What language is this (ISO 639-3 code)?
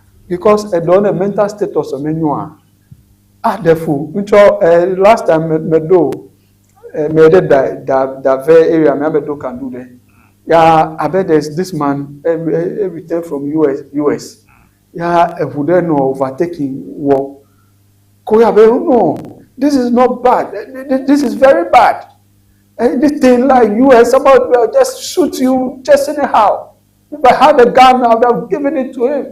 ewe